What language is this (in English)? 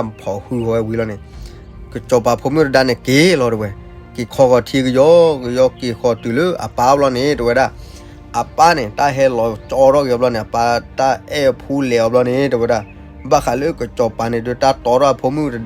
S'gaw Karen